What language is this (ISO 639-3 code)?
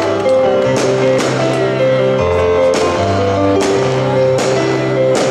ces